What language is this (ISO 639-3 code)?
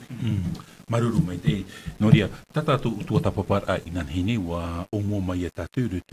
tah